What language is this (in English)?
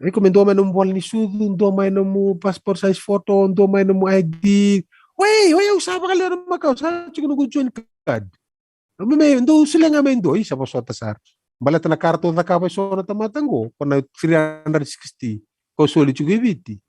Fijian